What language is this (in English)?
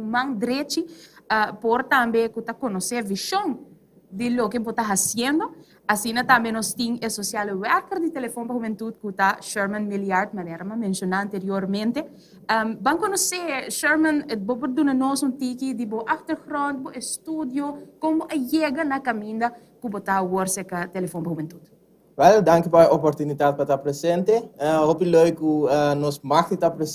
Papiamento